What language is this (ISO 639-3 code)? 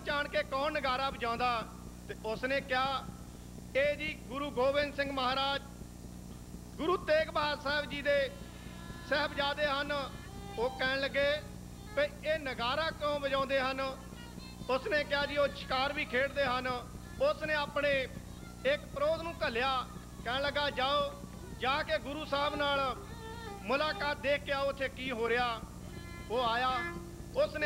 pan